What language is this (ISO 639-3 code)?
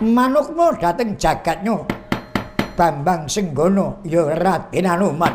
jav